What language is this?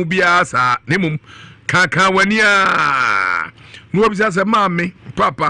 Akan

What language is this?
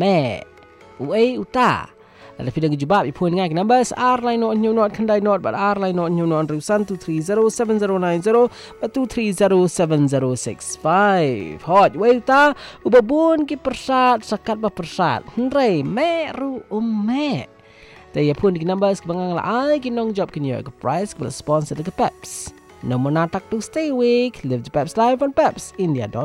Malay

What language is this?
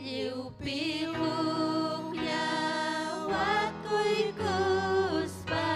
Ayacucho Quechua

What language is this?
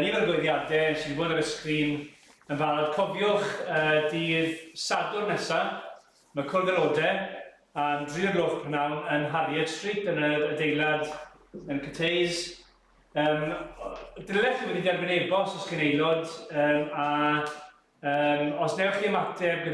Welsh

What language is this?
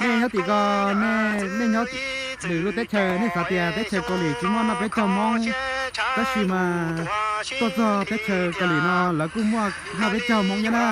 Hmong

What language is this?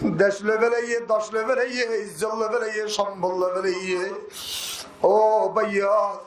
Rohingya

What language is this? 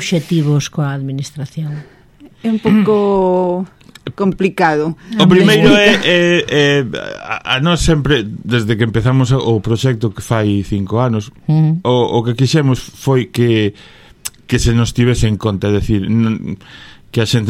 Galician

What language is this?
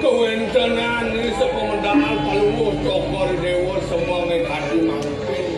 Balinese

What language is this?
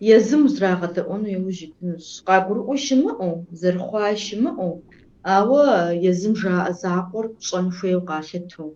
Kabardian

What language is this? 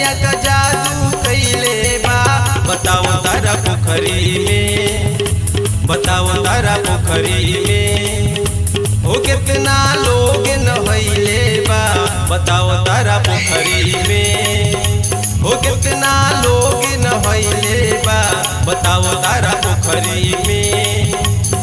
Bhojpuri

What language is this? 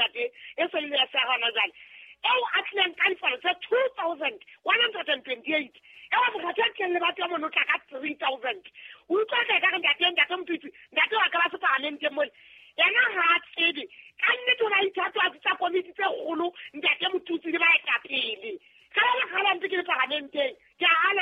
Southern Sotho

